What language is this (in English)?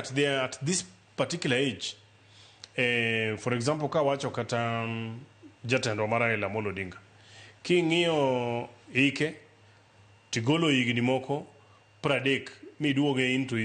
Luo (Kenya and Tanzania)